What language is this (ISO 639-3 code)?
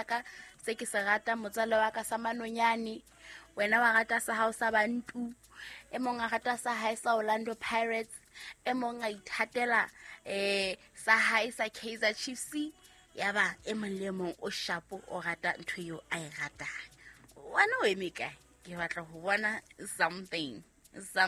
sot